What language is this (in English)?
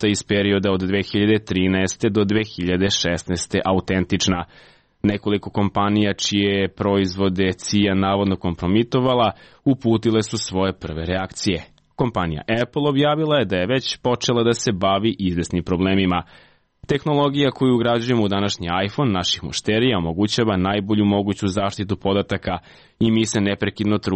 Serbian